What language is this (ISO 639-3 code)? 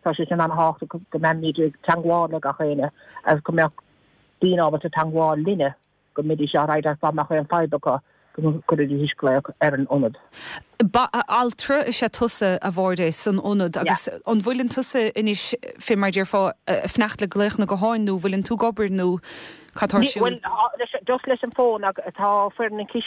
gle